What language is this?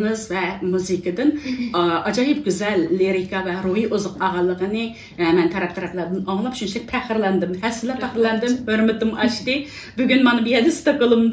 Uyghur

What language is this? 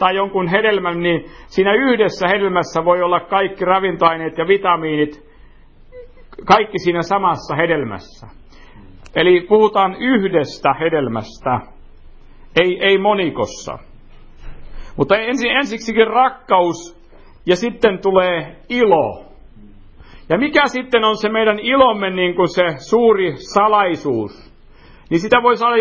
Finnish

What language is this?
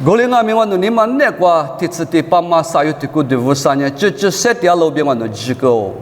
Lisu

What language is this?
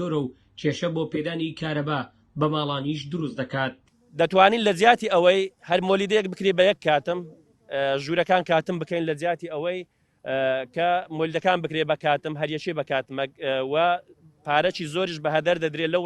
Central Kurdish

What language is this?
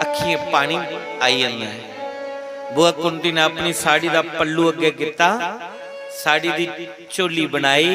Dogri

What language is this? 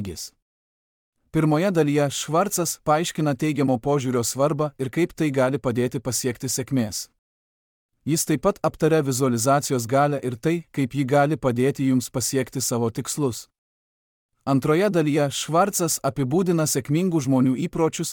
Lithuanian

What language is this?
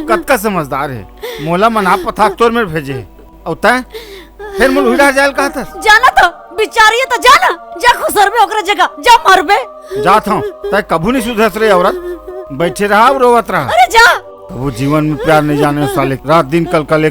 Chhattisgarhi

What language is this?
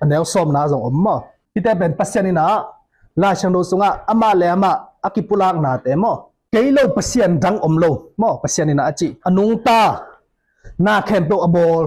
Tedim Chin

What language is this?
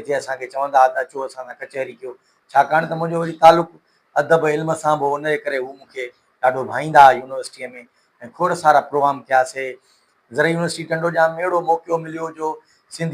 Sindhi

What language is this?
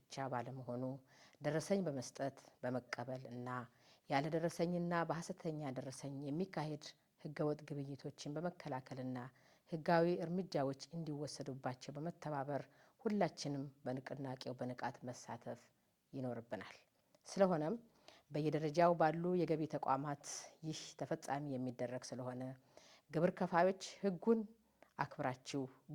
Amharic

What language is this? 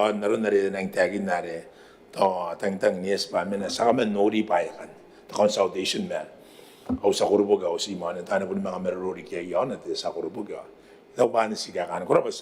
Gilbertese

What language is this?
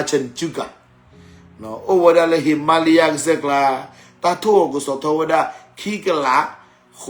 S'gaw Karen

